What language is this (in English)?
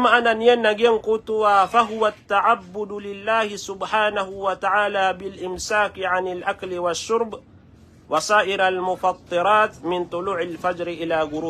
Maranao